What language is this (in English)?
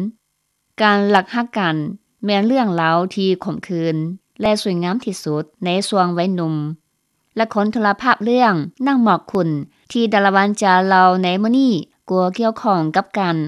Lao